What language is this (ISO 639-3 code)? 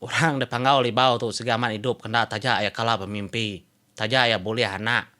iba